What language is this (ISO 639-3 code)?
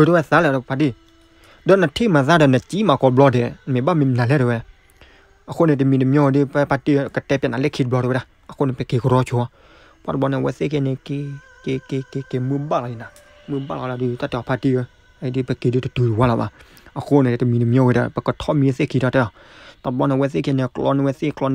ksw